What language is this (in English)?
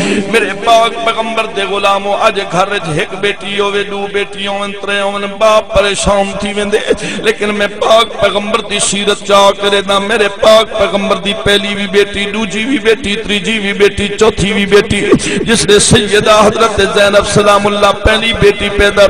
Saraiki